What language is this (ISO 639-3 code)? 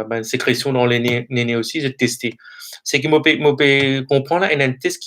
mfe